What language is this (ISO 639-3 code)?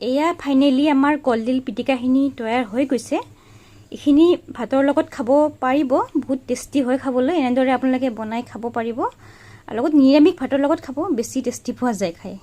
asm